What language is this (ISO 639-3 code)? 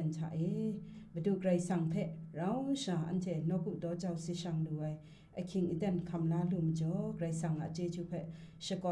kac